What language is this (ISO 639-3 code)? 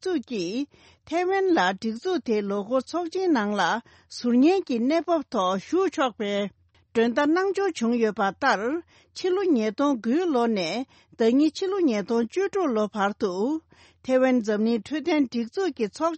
bod